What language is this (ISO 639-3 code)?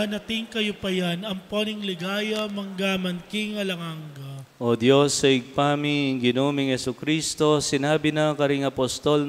pam